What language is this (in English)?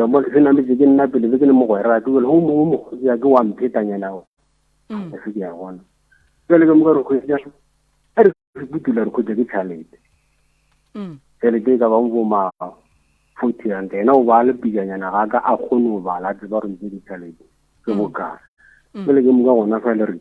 Northern Sotho